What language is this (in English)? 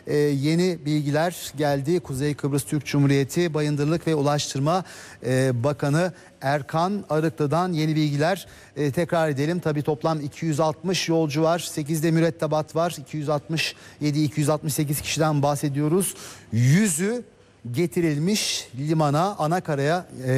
Turkish